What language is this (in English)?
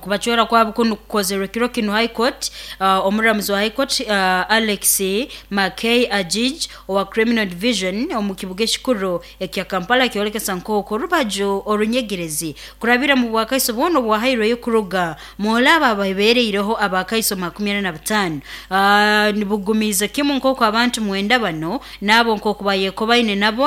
Nyoro